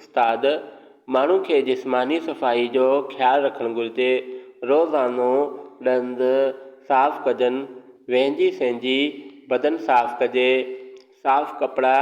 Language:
Sindhi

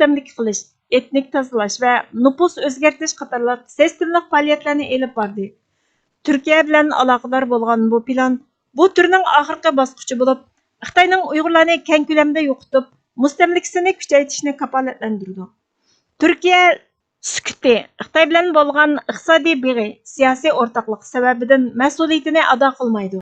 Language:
Uyghur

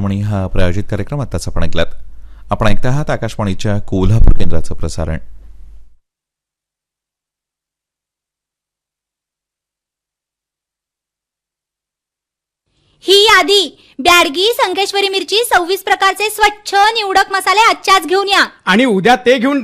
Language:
Marathi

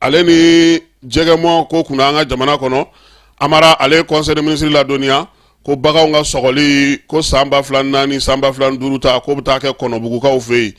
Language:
Bambara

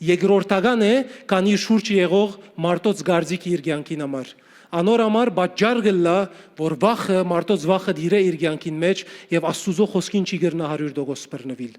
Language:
Western Armenian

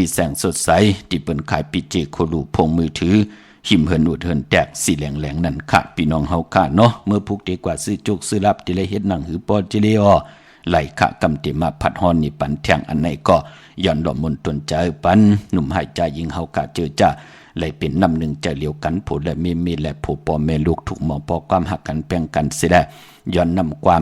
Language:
Shan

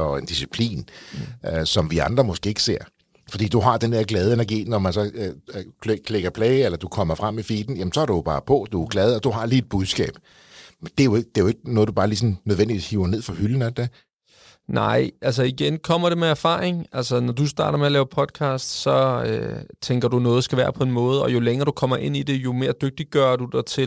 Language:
Danish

